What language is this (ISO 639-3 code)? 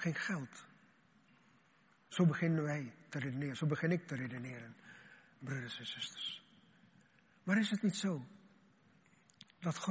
nld